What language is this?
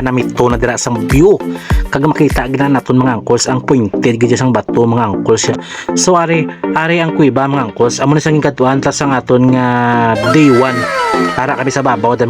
Hiligaynon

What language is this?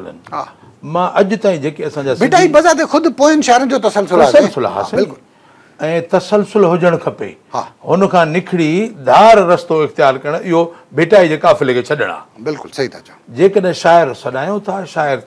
Sindhi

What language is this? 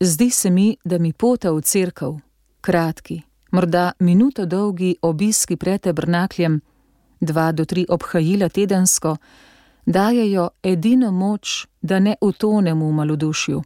Slovenian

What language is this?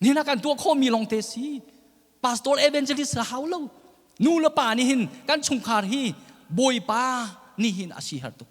Hakha Chin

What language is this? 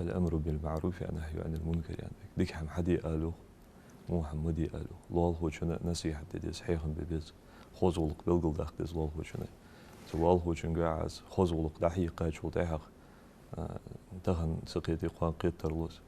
Ingush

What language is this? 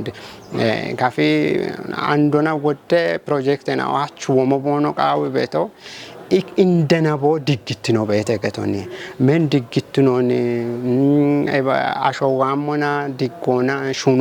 Kafa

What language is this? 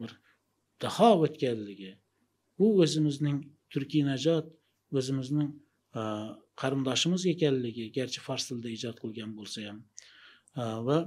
Uzbek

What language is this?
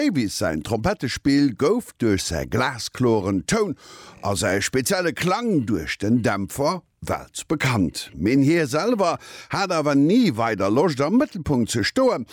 Luxembourgish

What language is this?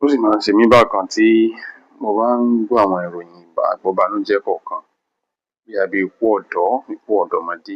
Yoruba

